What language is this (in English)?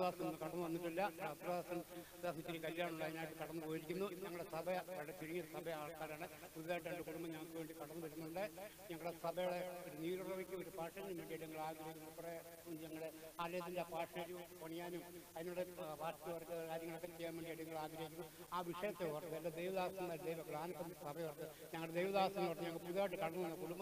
Malayalam